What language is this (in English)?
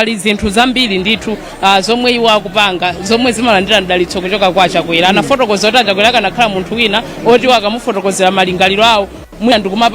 Nyanja